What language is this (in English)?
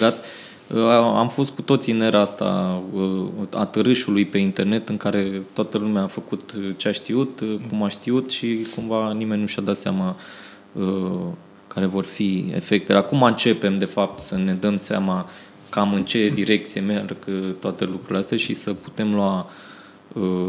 Romanian